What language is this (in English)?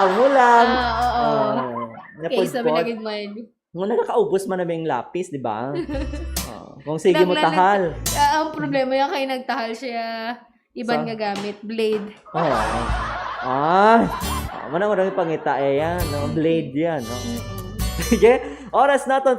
Hiligaynon